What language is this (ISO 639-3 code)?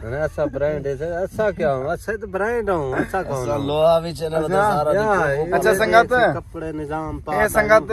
skr